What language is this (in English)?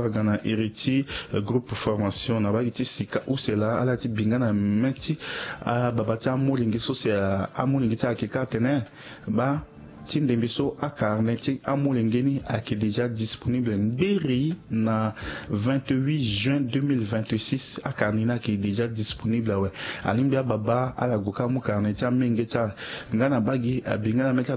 Sango